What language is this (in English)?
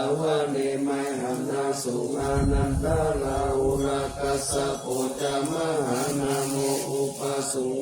Pali